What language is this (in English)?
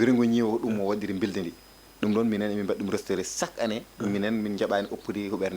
Fula